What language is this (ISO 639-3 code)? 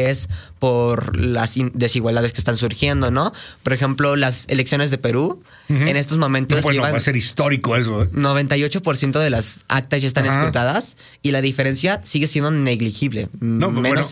spa